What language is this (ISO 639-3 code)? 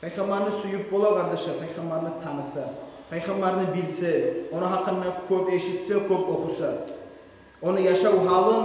kum